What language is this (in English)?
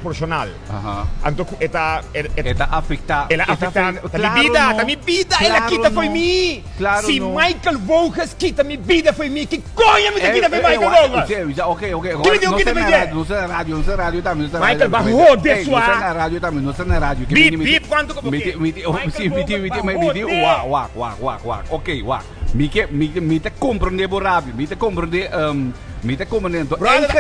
Papiamento